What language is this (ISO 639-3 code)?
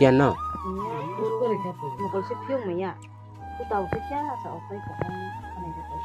trp